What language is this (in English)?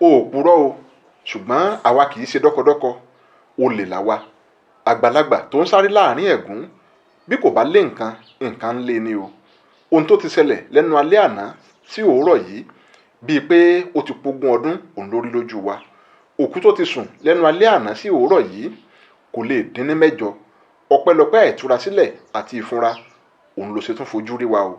Yoruba